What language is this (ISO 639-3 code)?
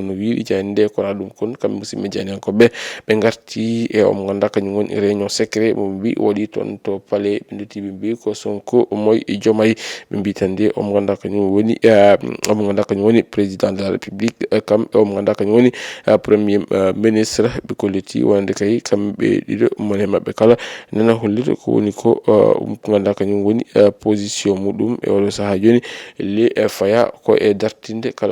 ful